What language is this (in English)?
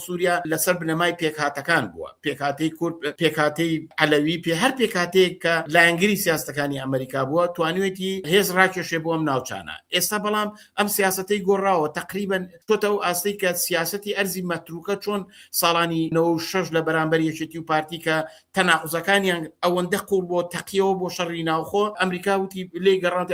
Central Kurdish